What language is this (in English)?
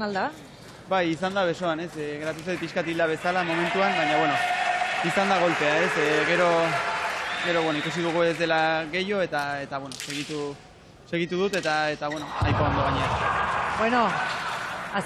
Basque